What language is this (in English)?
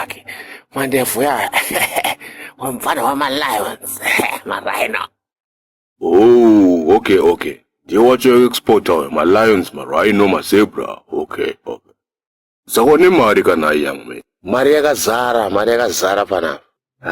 Shona